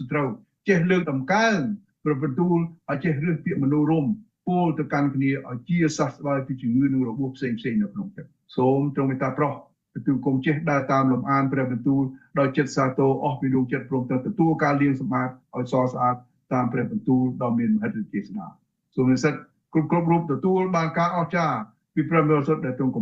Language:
Khmer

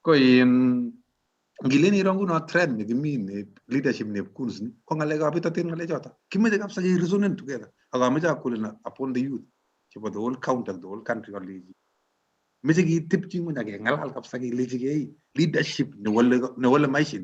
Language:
Kalenjin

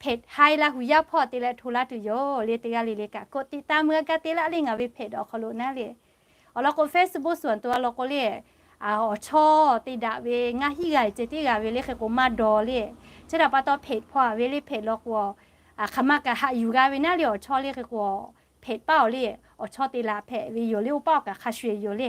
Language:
Lahu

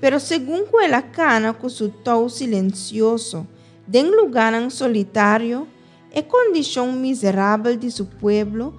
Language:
Papiamento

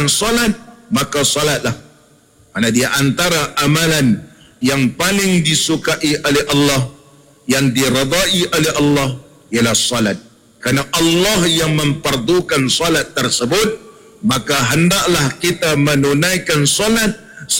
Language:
Malay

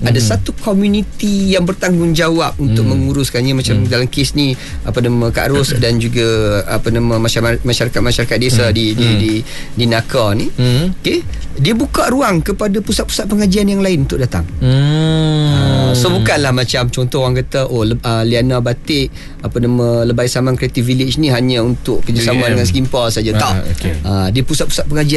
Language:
Malay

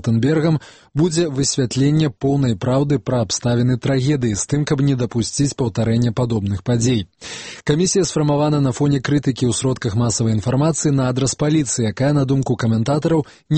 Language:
Belarusian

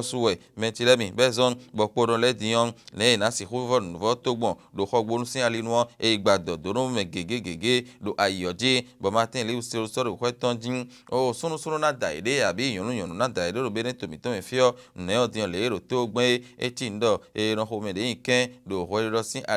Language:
Fon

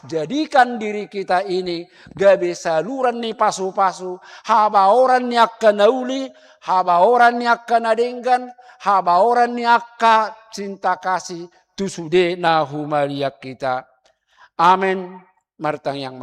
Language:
Batak Toba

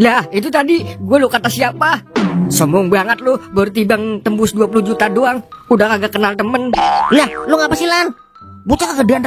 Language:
Betawi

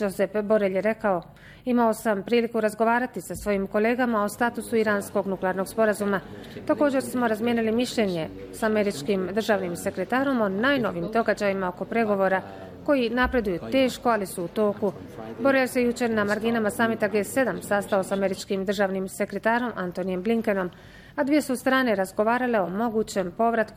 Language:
Bosnian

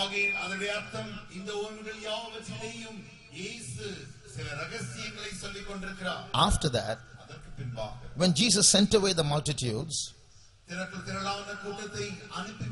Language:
Tamil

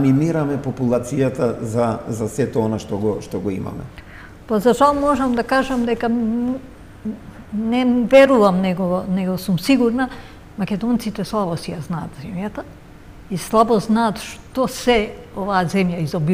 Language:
Macedonian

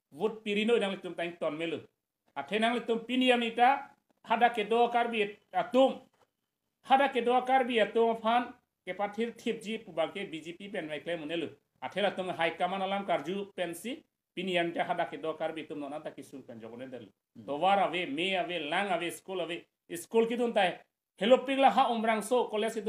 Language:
Karbi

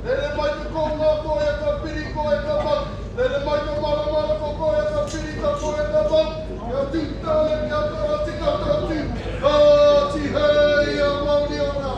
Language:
Māori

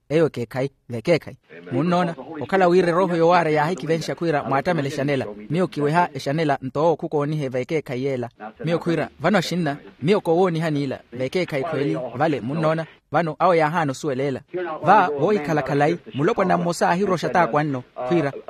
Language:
Makhuwa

